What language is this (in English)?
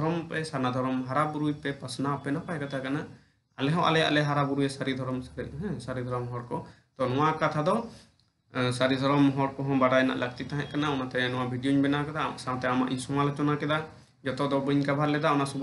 Santali